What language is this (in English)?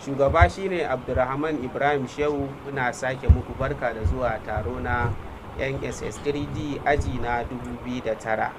Hausa